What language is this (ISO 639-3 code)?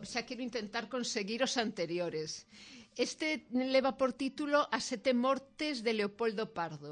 glg